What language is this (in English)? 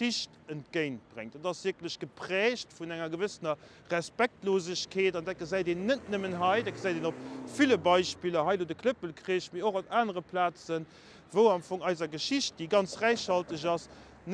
Luxembourgish